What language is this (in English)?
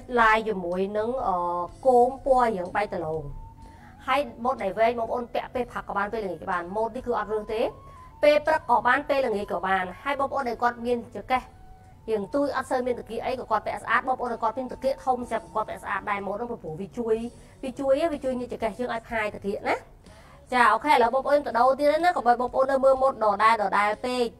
Khmer